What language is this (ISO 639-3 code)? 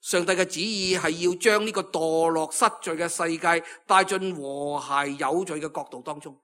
yue